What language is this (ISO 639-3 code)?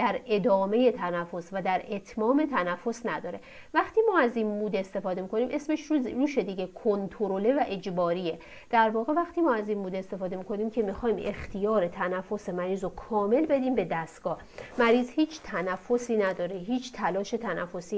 fas